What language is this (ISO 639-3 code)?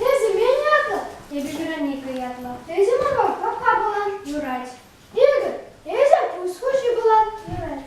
chv